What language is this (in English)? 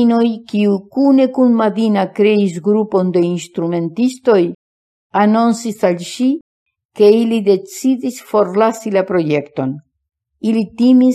Esperanto